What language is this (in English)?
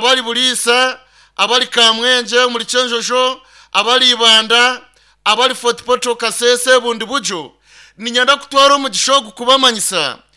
Nyankole